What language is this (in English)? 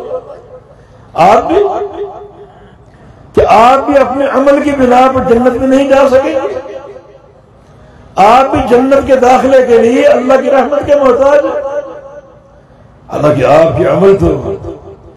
Urdu